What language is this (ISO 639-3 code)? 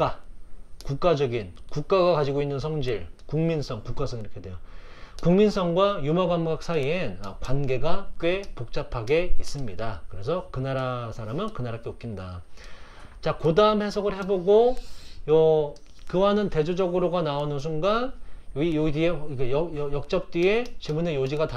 kor